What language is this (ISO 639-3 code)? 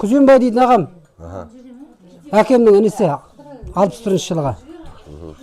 kaz